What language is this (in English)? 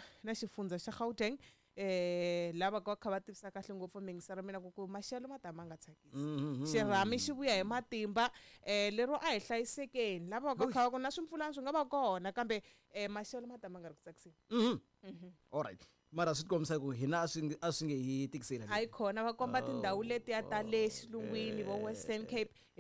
Tsonga